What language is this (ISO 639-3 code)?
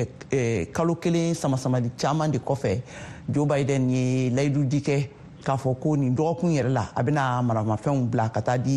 bam